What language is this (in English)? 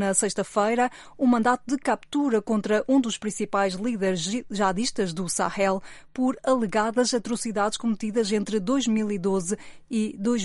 Portuguese